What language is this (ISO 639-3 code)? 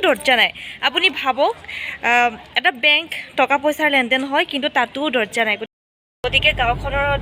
asm